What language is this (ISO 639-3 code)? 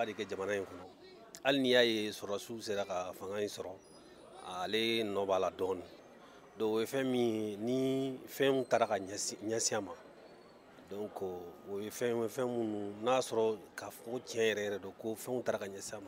bam